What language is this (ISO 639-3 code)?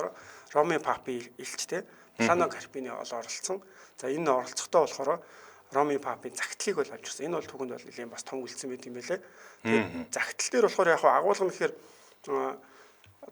mon